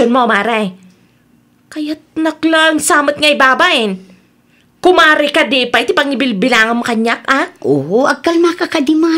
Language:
Iloko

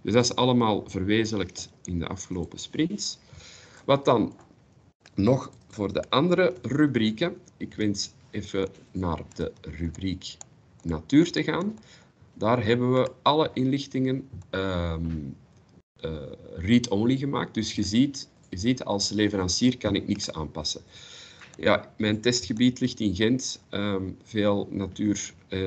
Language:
Dutch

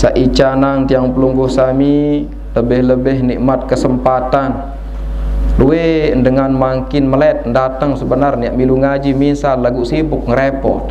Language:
Sasak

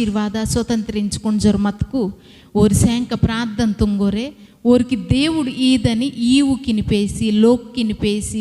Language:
Koya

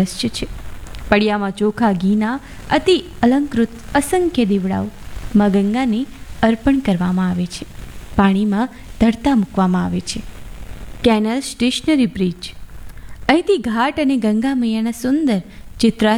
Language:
Gujarati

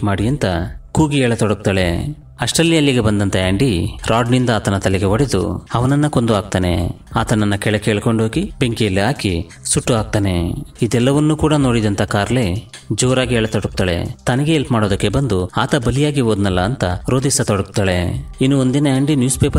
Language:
Kannada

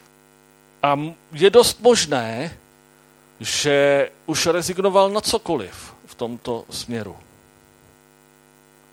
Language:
Czech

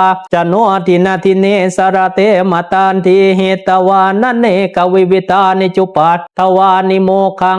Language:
Pali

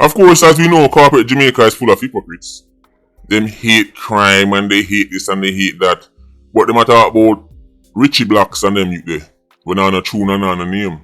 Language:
Jamaican Creole English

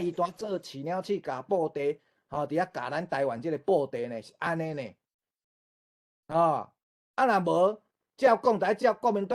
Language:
Min Nan Chinese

